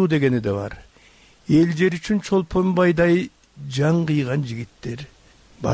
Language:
Kyrgyz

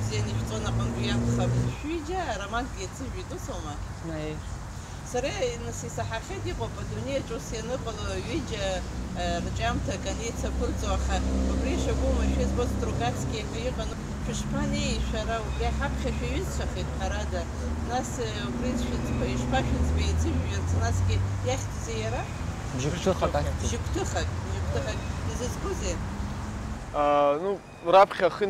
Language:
Abkhazian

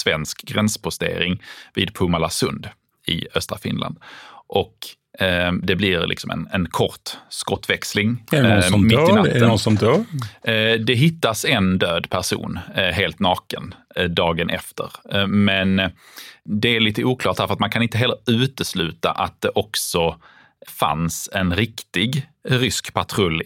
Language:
Swedish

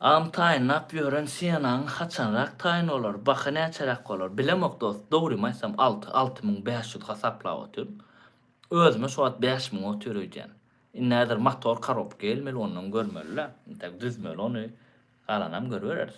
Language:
Turkmen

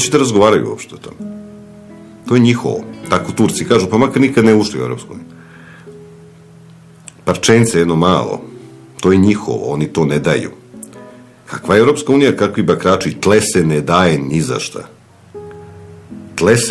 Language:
Serbian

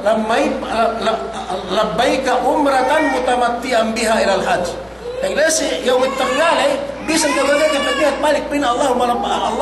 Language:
Yakan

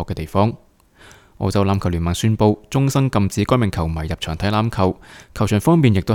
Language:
Cantonese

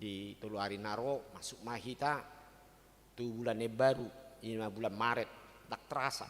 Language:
Batak Toba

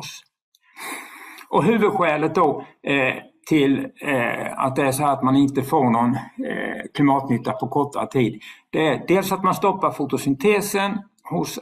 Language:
Swedish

